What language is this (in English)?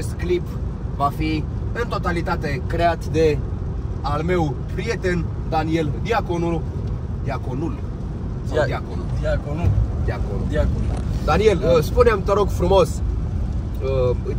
Romanian